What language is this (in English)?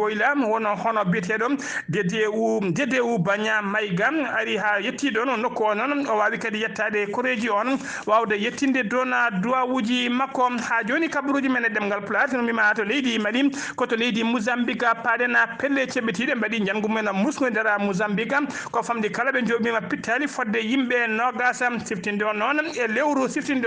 Fula